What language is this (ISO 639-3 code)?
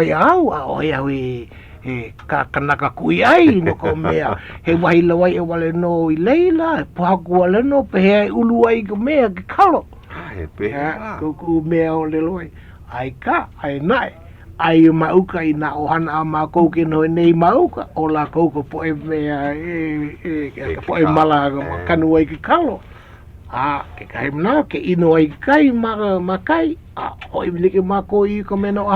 haw